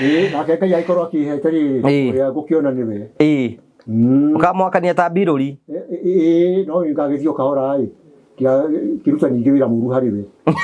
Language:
Kikuyu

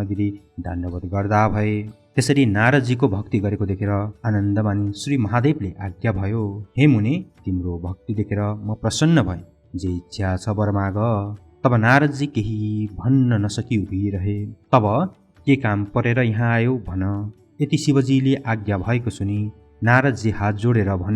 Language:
Nepali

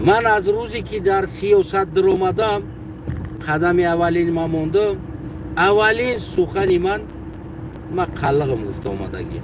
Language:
Tajik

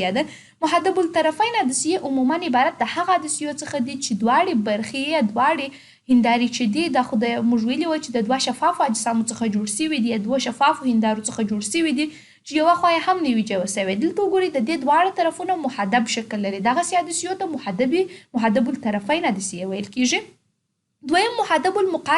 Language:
Pashto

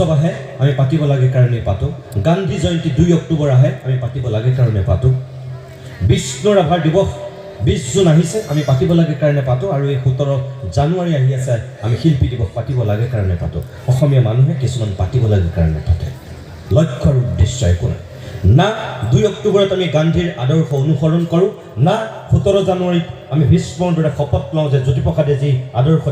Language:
Assamese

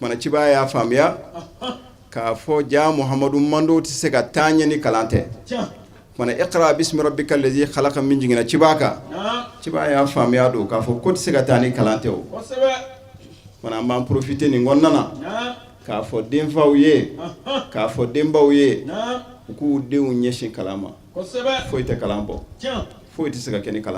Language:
Bambara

